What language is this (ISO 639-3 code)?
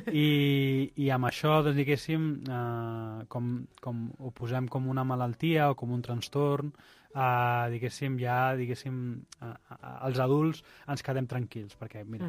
cat